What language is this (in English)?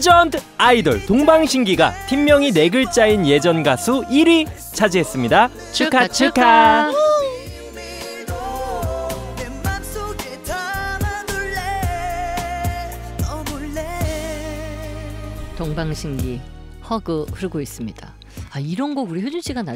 Korean